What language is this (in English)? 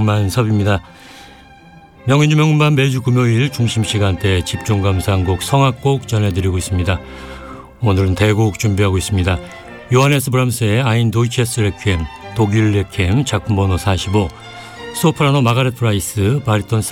Korean